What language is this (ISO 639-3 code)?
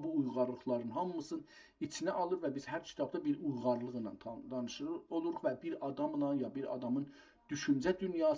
azb